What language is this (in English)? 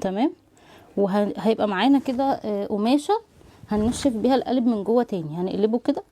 Egyptian Arabic